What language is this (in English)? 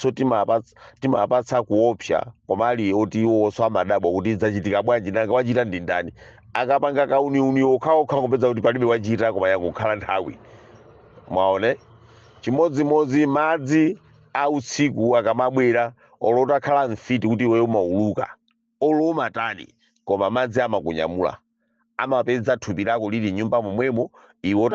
Nyanja